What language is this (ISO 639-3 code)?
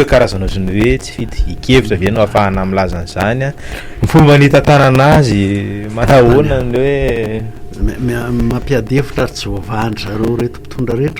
mlg